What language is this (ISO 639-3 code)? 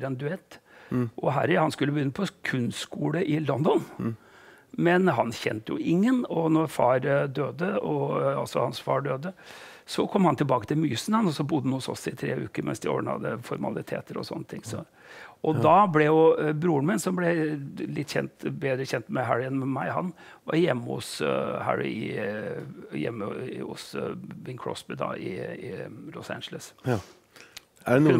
nor